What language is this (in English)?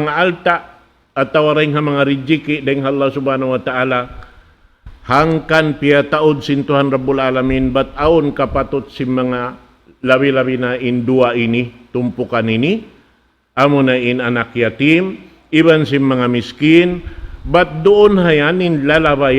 Tausug